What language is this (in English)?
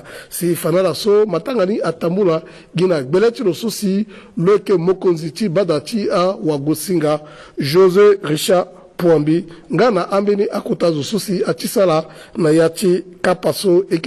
Sango